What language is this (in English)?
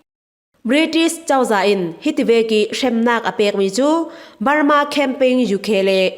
Falam Chin